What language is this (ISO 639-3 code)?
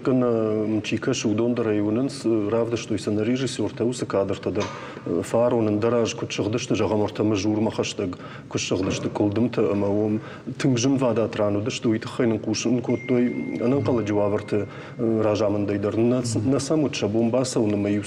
oss